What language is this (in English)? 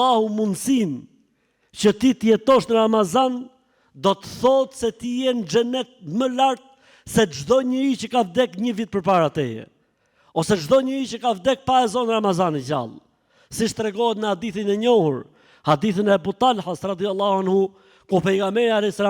Albanian